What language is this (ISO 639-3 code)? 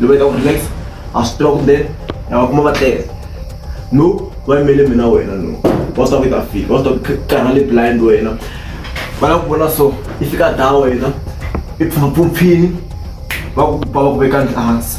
tso